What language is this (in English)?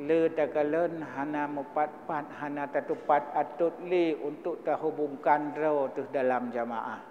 Achinese